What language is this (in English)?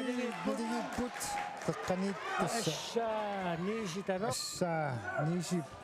Kalaallisut